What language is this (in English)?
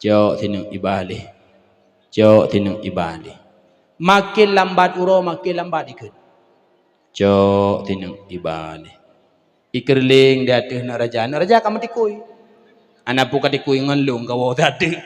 Achinese